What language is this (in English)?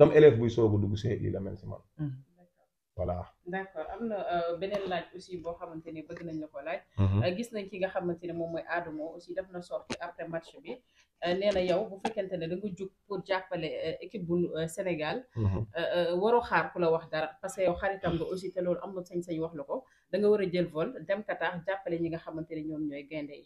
Wolof